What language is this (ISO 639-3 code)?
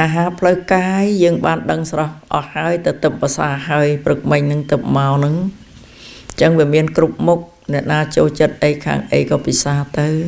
khm